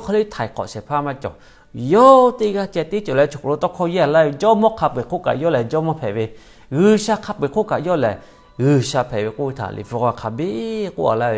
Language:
Lahu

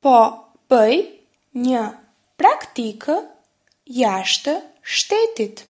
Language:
Albanian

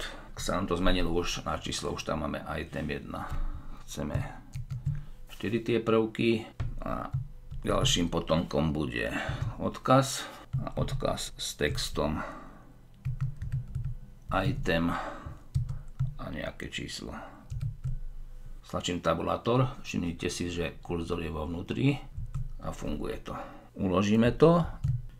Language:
Slovak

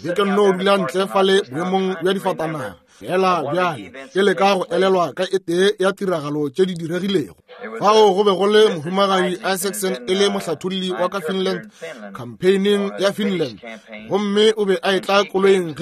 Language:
Northern Sotho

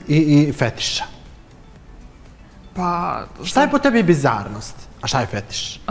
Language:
Serbian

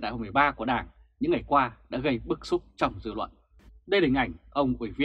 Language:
Vietnamese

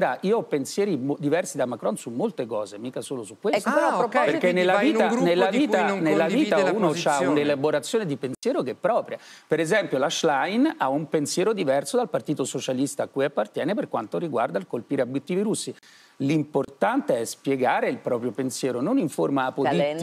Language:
Italian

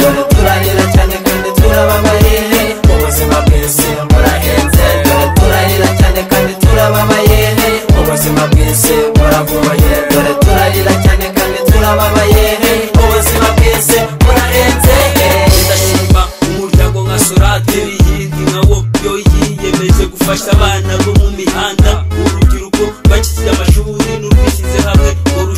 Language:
Kinyarwanda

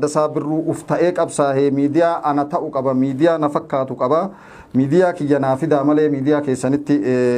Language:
Oromo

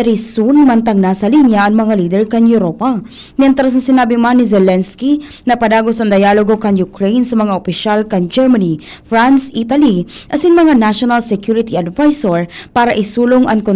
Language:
Bikol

